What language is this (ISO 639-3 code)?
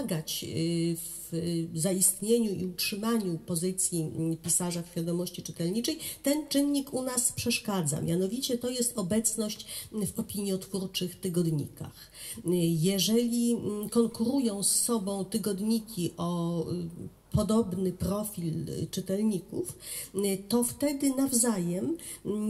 pol